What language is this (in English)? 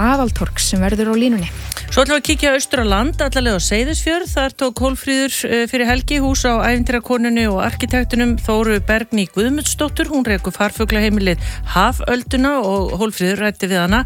Icelandic